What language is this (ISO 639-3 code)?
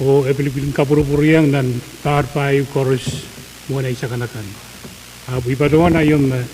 pon